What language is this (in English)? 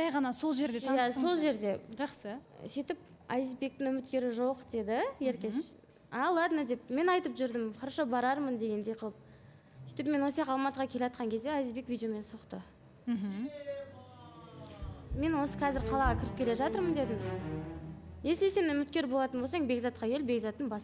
Kazakh